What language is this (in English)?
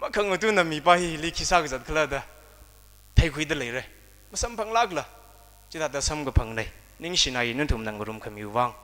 Tangkhul Naga (India)